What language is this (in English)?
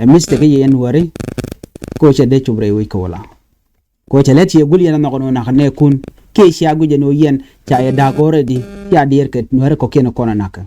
Nuer